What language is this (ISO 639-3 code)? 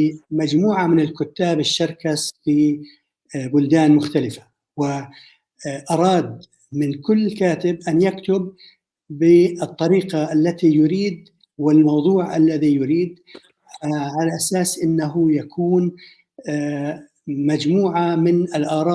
apc